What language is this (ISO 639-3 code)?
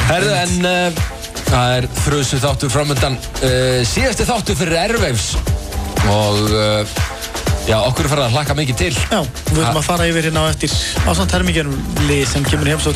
isl